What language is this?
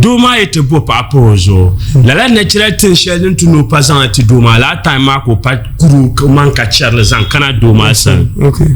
Dagbani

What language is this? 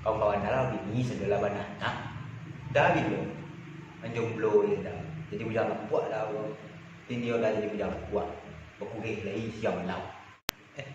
Minangkabau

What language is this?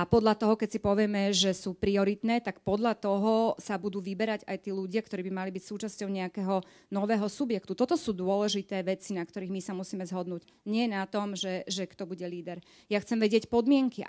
Slovak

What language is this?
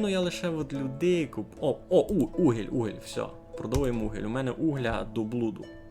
Rusyn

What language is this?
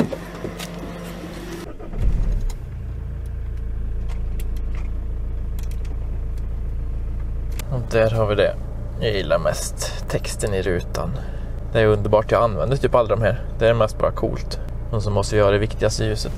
Swedish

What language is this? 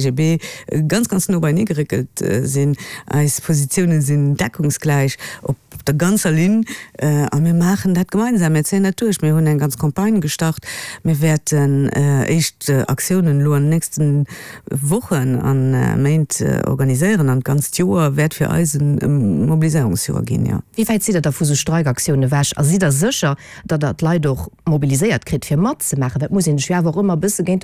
Luxembourgish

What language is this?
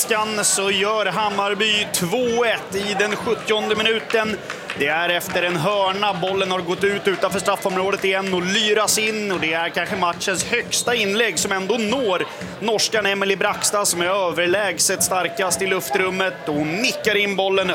Swedish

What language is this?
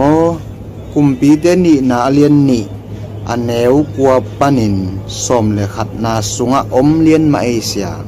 Tedim Chin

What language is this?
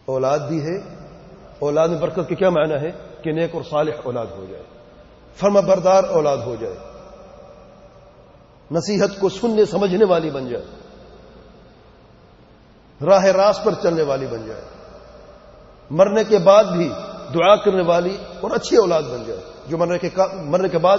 Urdu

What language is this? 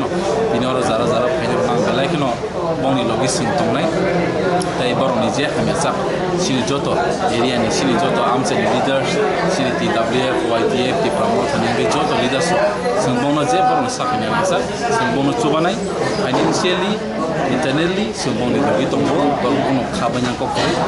Kok Borok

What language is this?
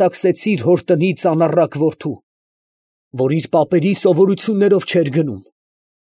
Armenian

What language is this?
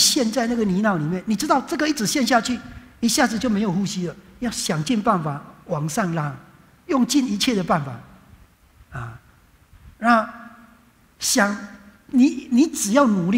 Chinese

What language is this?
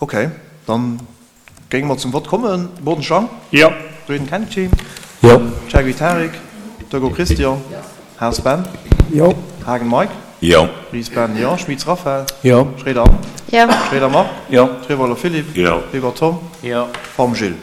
Luxembourgish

